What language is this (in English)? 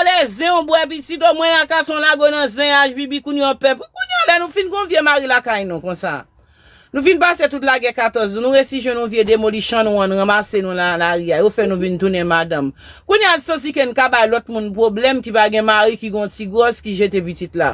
Haitian Creole